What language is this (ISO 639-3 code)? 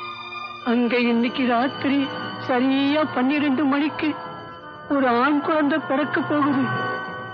tam